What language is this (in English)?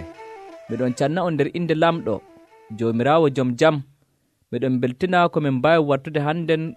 Nigerian Fulfulde